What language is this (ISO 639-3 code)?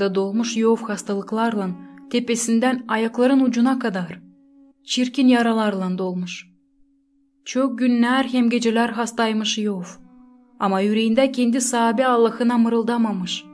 gag